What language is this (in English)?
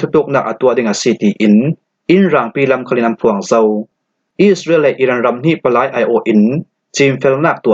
Falam Chin